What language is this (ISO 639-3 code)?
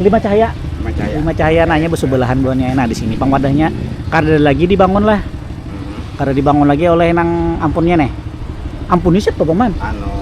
bjn